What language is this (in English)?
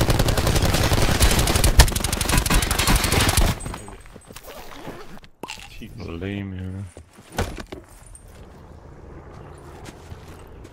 Dutch